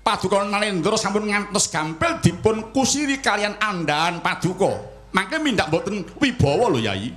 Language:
Javanese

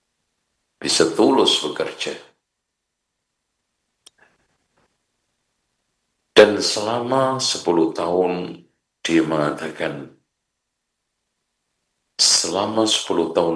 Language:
Indonesian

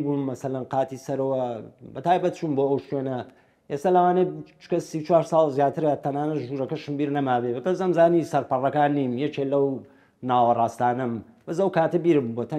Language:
Central Kurdish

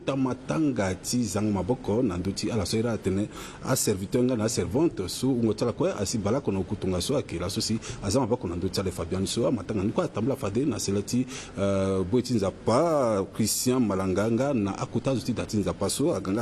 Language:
Sango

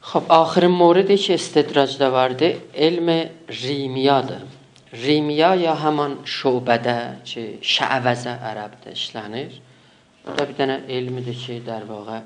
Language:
South Azerbaijani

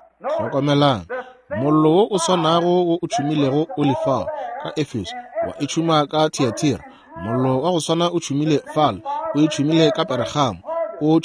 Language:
Northern Sotho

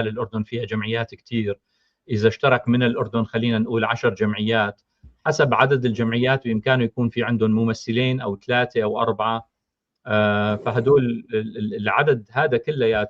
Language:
North Levantine Arabic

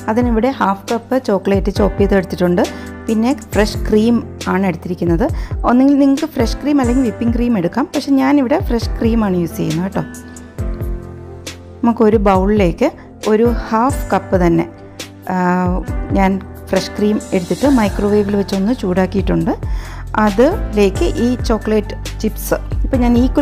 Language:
Malayalam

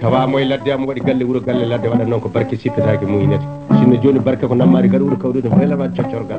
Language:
Fula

